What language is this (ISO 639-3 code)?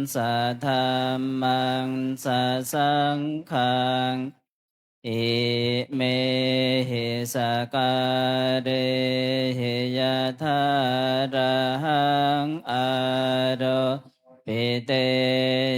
pli